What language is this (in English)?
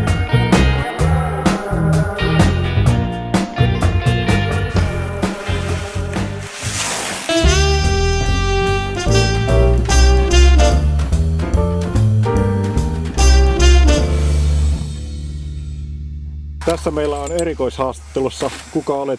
Finnish